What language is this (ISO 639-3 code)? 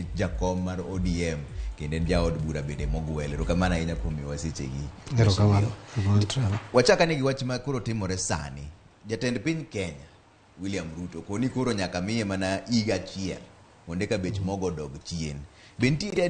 luo